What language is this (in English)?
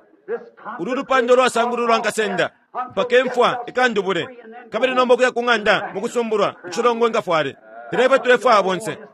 Bemba